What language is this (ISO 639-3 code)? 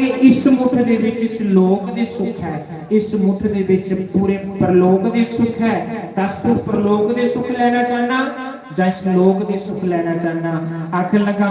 doi